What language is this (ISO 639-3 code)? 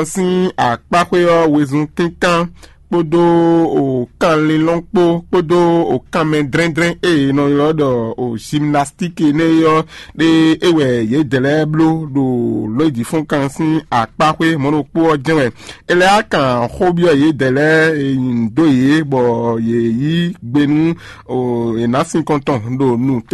fon